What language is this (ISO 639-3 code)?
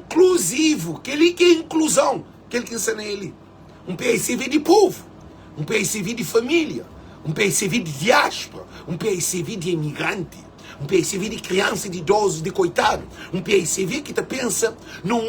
kea